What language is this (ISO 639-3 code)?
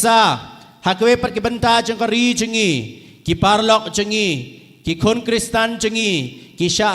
kha